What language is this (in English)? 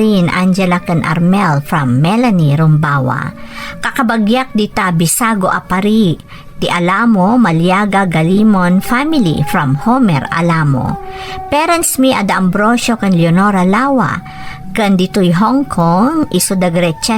Iloko